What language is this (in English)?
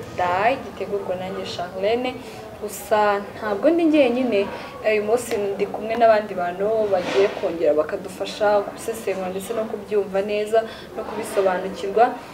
Kinyarwanda